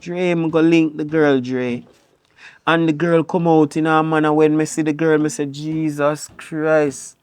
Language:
Jamaican Creole English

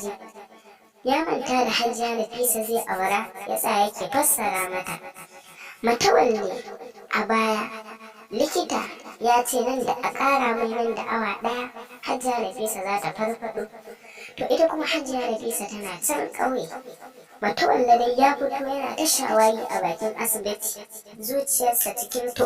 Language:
Hausa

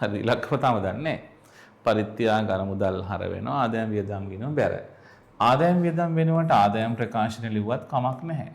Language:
Sinhala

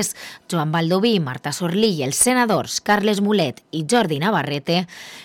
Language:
Catalan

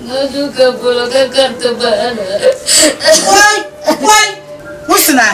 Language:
Dagbani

